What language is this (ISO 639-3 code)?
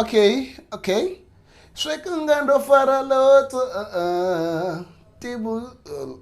ven